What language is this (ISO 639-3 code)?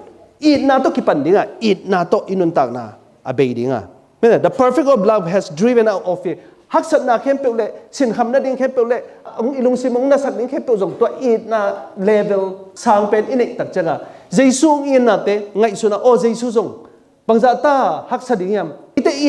ctd